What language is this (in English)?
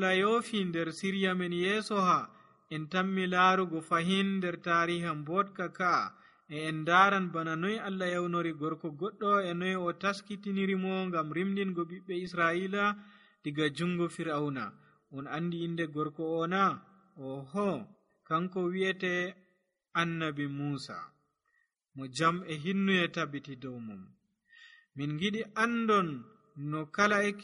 Nigerian Fulfulde